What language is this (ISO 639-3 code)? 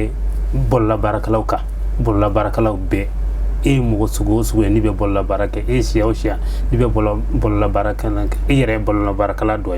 bam